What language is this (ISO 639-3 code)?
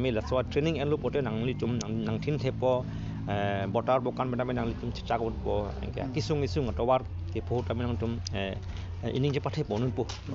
mjw